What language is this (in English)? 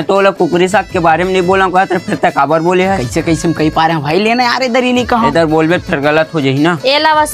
Chhattisgarhi